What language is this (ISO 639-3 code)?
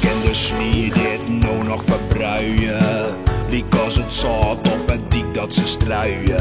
fry